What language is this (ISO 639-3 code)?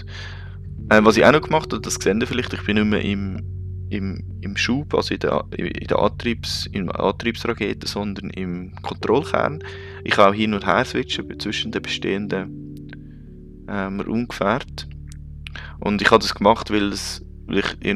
gsw